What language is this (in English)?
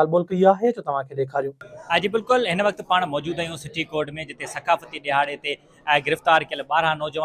Sindhi